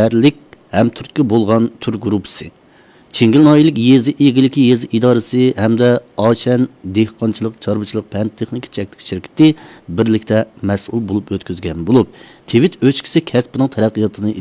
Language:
Uyghur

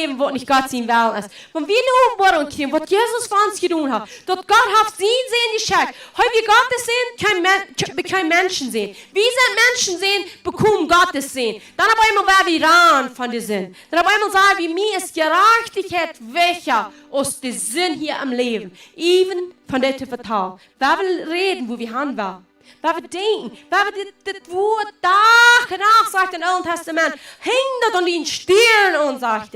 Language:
Plautdietsch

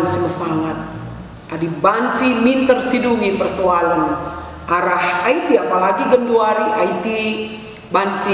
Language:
Batak Karo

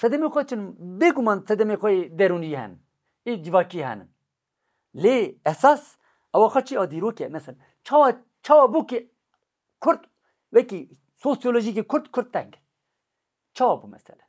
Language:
Kurdish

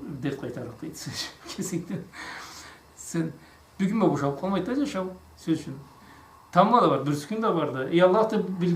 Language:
Karachay-Balkar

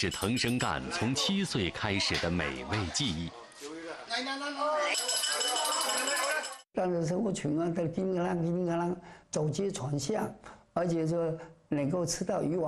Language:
Chinese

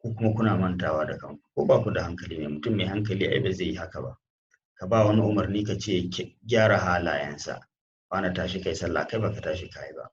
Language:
Hausa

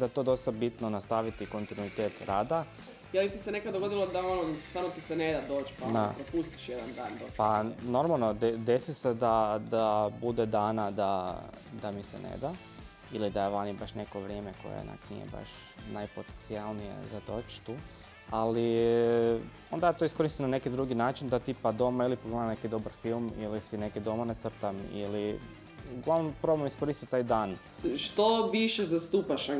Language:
Croatian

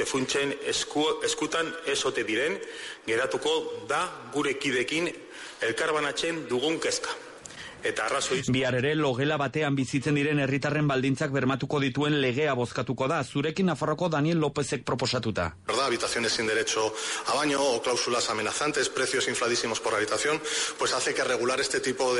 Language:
Basque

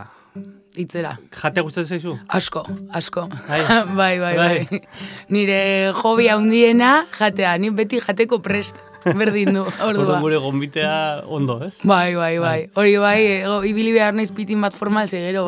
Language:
Basque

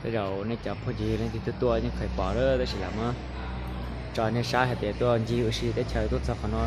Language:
Hmong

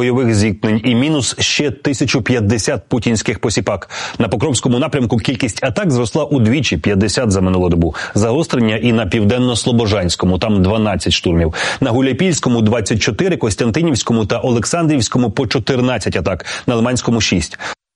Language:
Ukrainian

